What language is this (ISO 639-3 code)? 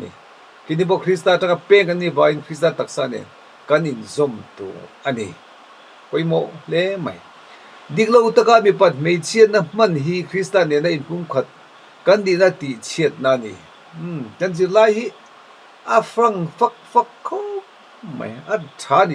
lus